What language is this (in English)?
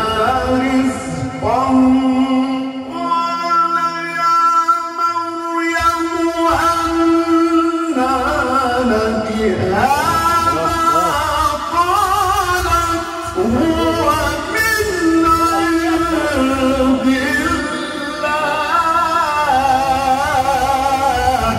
Arabic